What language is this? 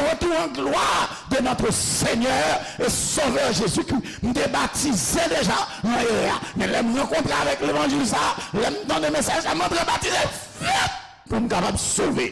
Haitian Creole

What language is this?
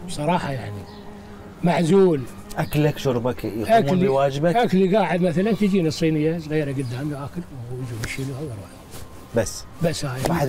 Mesopotamian Arabic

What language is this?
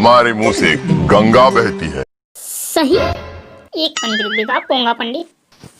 Chhattisgarhi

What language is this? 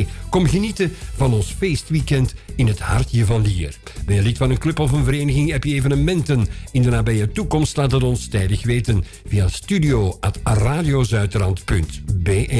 Dutch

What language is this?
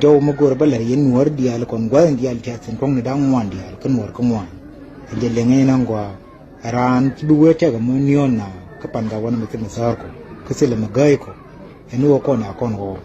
Nuer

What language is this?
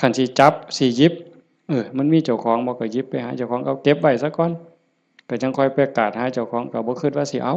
Northeastern Thai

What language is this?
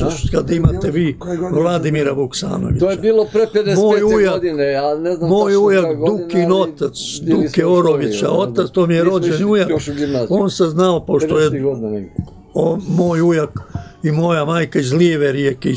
Serbian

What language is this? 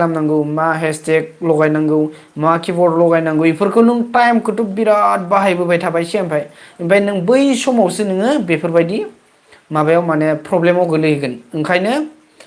Bodo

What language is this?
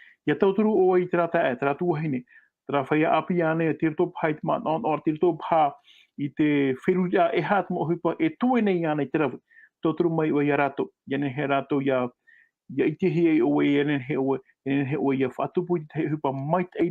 Tahitian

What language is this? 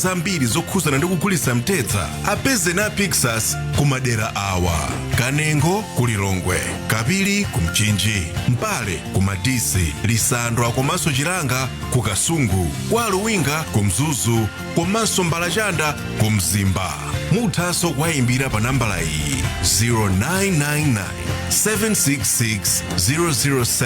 Nyanja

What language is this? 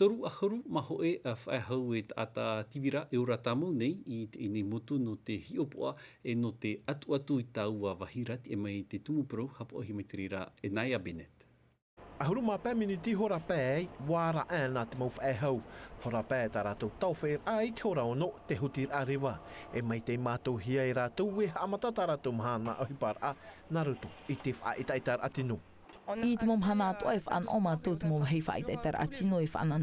Tahitian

